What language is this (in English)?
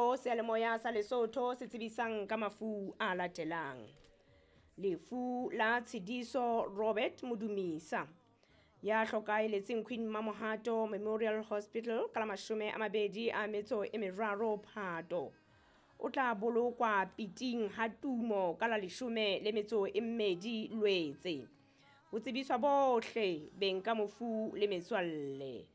Southern Sotho